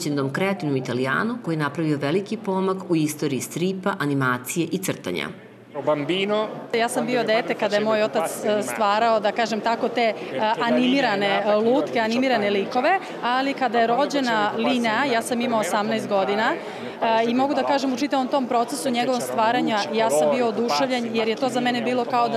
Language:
Serbian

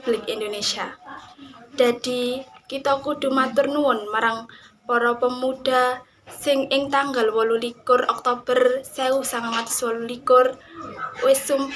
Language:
Javanese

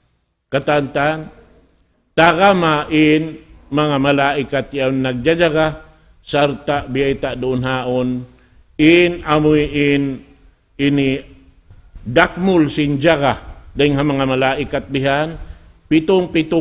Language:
Tausug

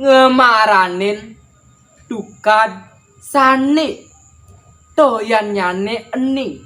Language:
Balinese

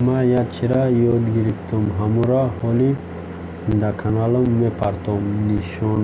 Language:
Tajik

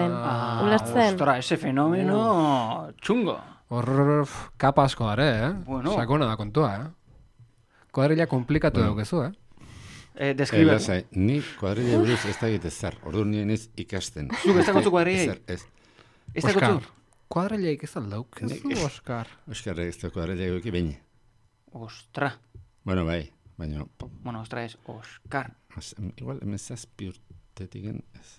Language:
Basque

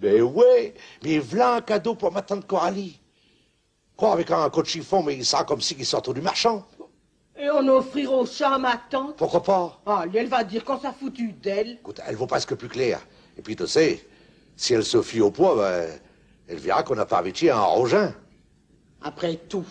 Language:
Picard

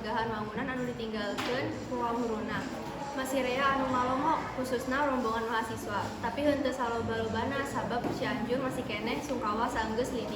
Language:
Sundanese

